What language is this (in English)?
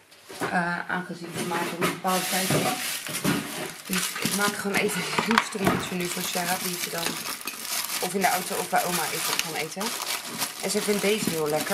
Dutch